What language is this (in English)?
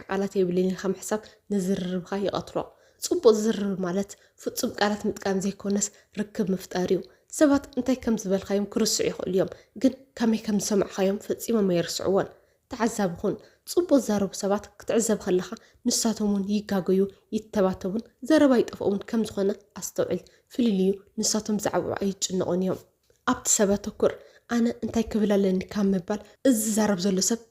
Tigrinya